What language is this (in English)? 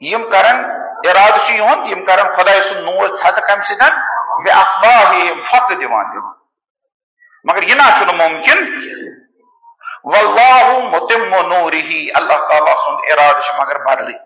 Kashmiri